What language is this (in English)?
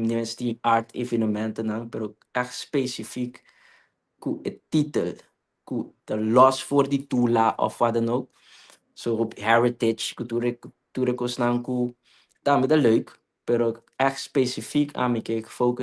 Papiamento